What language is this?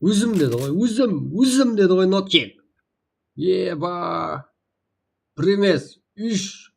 Kara-Kalpak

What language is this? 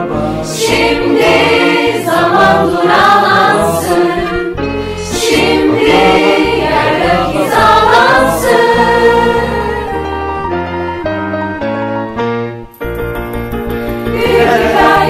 Turkish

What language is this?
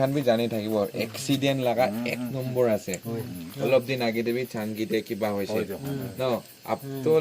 Naga Pidgin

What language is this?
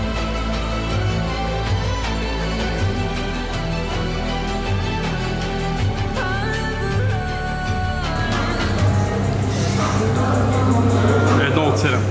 Bulgarian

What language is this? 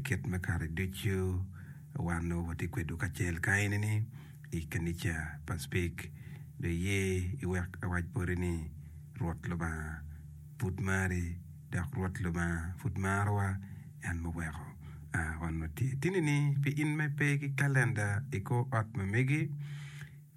Acoli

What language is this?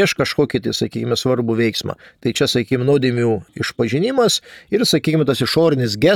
Lithuanian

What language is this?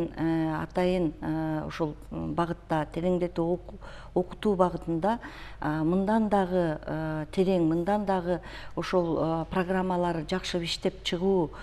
Kyrgyz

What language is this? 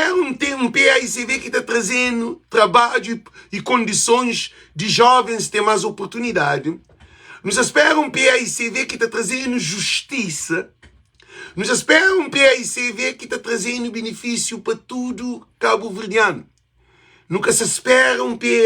Kabuverdianu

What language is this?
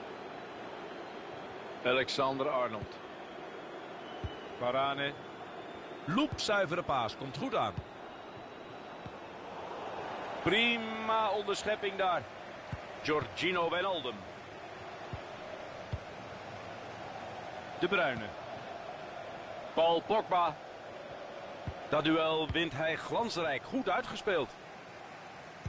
Dutch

